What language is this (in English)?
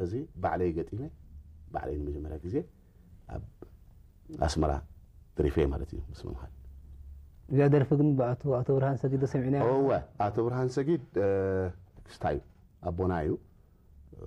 Tigrinya